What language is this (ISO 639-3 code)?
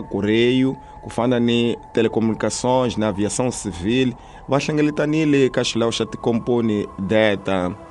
tso